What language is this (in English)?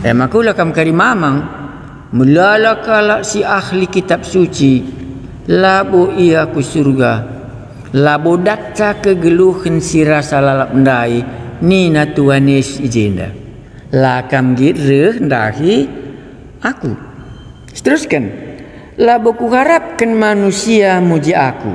Batak Karo